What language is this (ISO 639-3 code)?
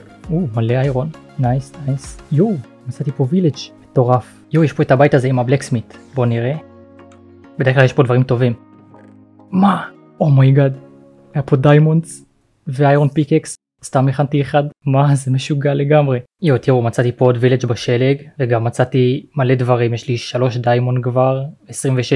heb